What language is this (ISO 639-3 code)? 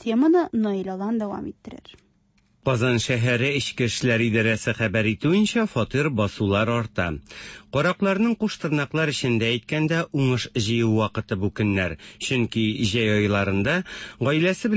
tat